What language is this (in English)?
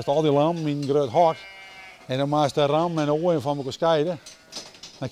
Western Frisian